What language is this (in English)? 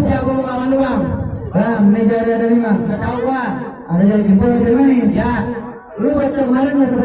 Betawi